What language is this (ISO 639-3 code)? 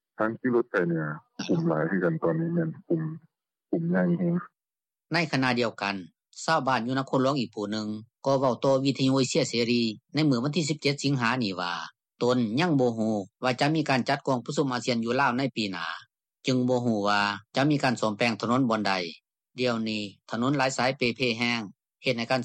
lao